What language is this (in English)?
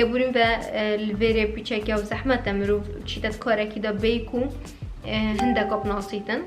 Kurdish